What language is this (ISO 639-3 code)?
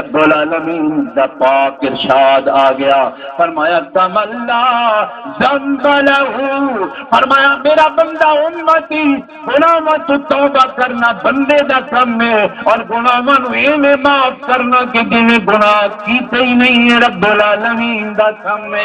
skr